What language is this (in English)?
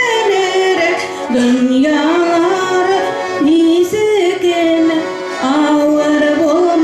Bashkir